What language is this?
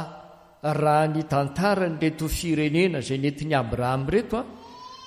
Malagasy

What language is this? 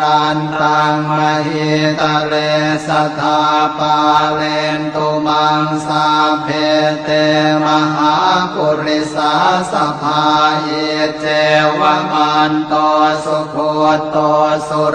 Pali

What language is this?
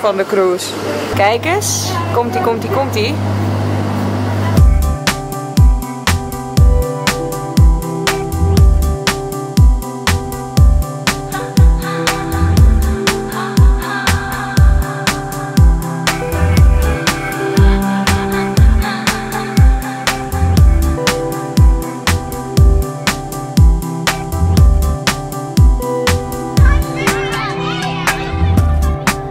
Dutch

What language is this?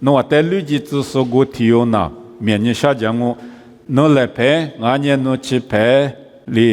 Lisu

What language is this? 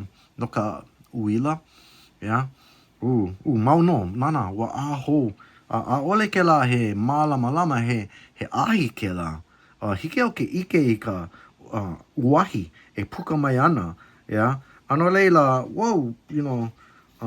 Hawaiian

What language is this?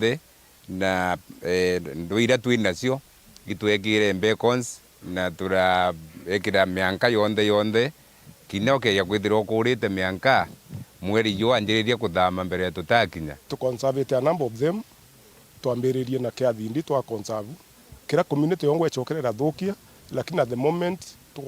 Meru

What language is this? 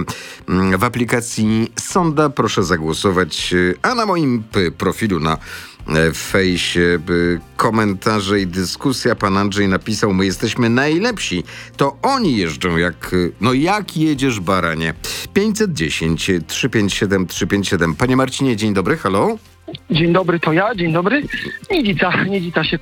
Polish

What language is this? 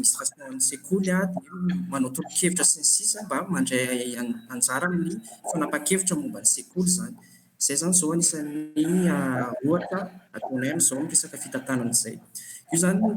Malagasy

